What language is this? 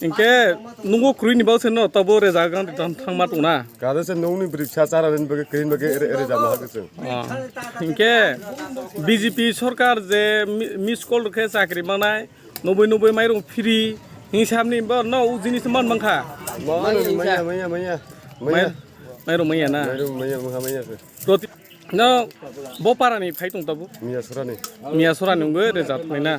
Kok Borok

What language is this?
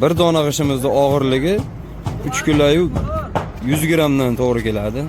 Uzbek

